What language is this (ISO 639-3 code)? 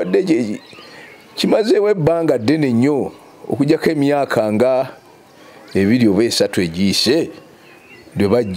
lug